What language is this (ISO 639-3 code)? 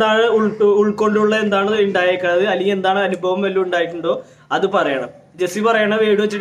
mal